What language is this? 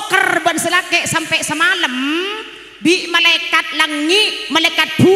Madurese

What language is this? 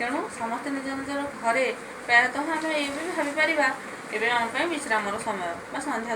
Odia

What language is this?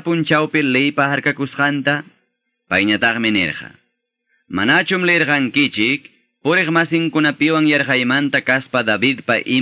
Quechua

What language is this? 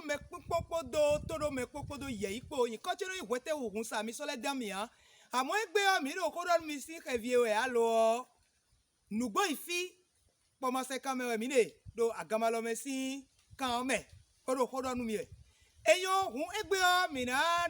Fon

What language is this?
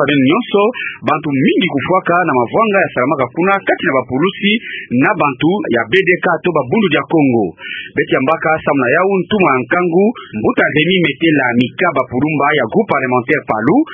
Kituba (Democratic Republic of Congo)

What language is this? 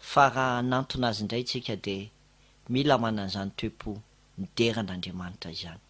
Malagasy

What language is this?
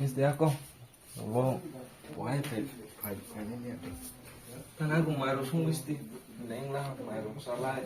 Kok Borok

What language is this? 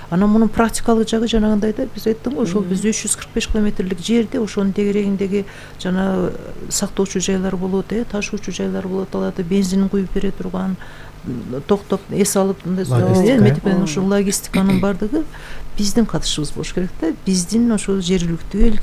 Kyrgyz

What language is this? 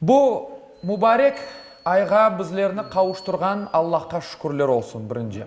Crimean Tatar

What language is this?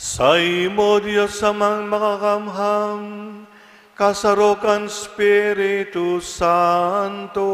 Bikol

